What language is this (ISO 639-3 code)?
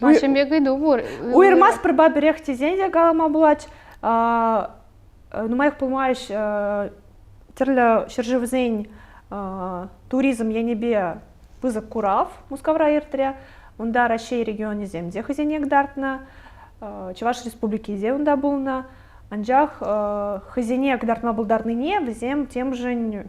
chv